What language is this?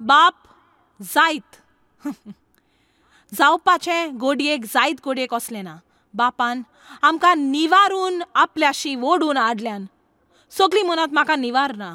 Konkani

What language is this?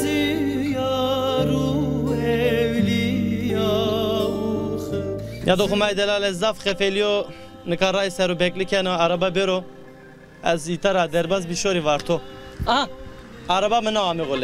Zaza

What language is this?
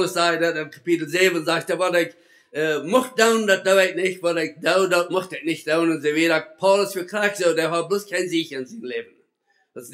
Plautdietsch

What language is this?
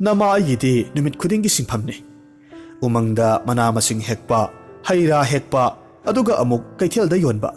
Manipuri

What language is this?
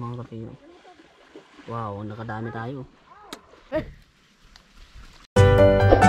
Filipino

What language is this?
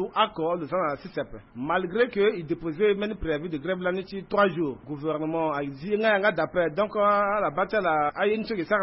Sango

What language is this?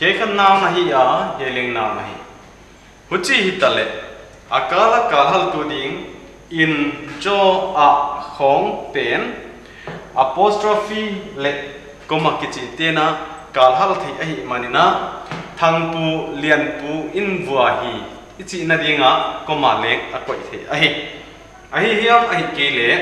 Paite Chin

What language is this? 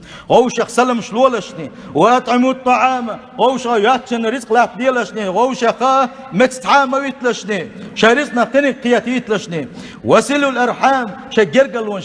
Chechen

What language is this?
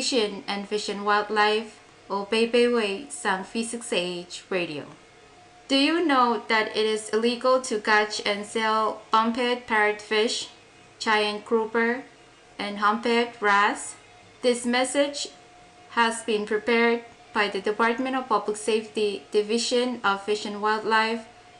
Pohnpeian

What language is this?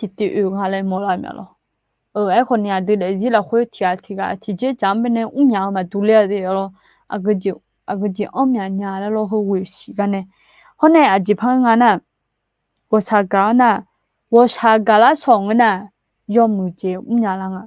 Akha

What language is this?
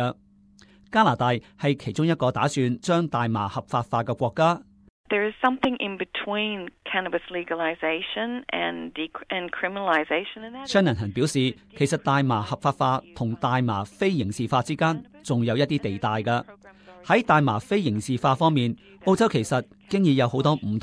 Cantonese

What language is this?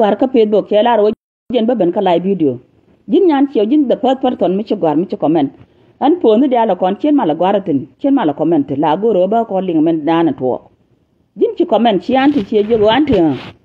Nuer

